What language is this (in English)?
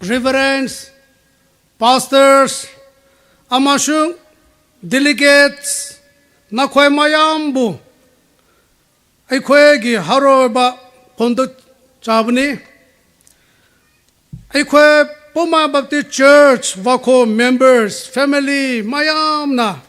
Poumei Naga